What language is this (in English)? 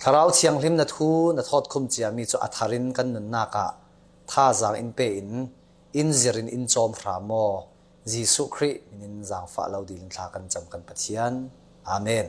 Falam Chin